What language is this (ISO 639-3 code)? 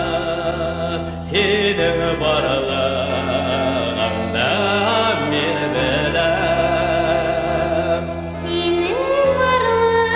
bak